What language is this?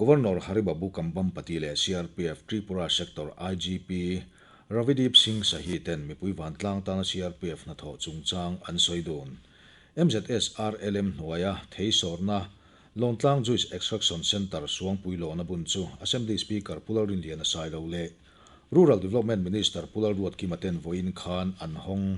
Mizo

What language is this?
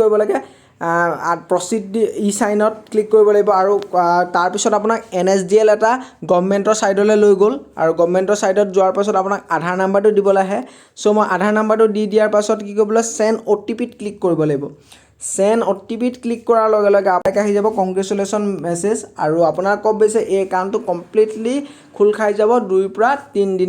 Assamese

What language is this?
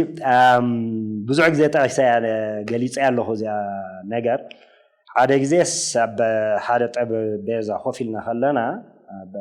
Tigrinya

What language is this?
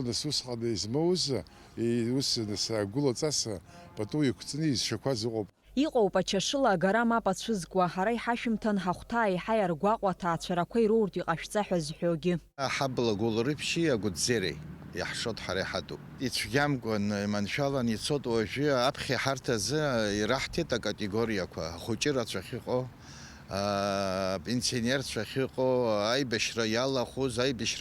Abkhazian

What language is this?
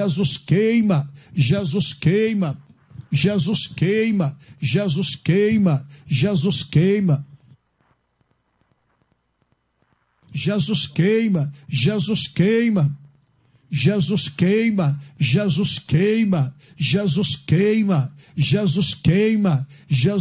Portuguese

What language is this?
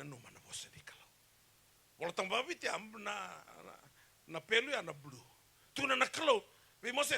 Fijian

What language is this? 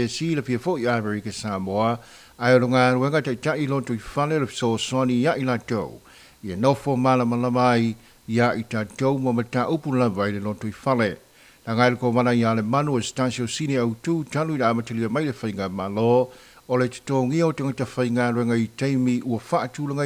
Samoan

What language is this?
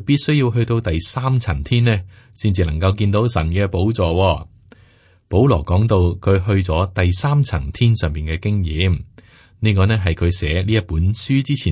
Cantonese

